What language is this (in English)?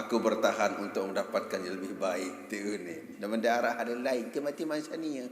Sasak